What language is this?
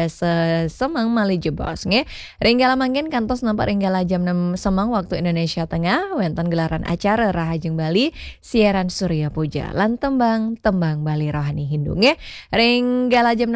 Balinese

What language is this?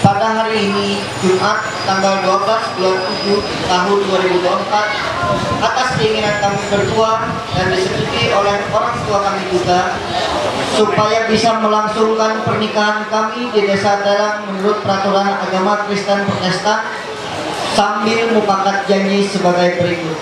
Ma'anyan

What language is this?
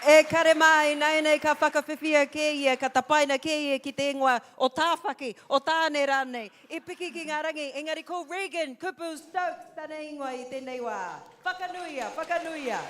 Māori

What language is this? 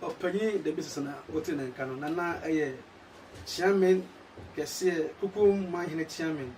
Akan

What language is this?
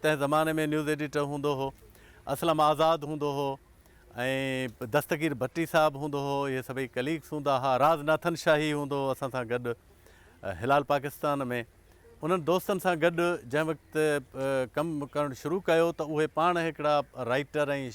Sindhi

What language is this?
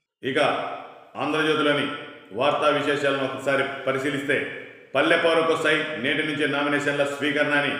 Telugu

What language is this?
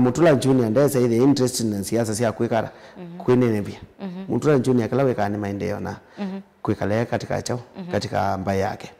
Kamba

